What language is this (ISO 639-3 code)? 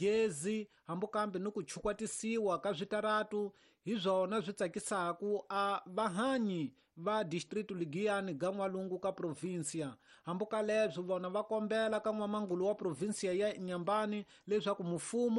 tso